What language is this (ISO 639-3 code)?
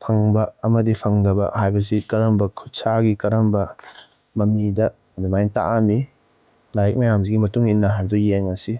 mni